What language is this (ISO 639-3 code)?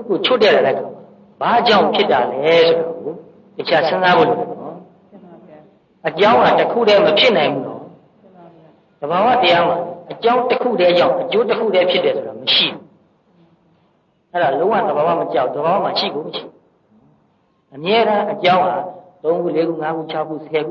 mya